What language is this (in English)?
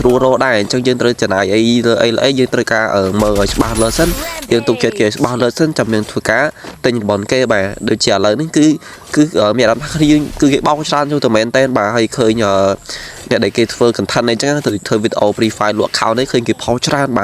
Khmer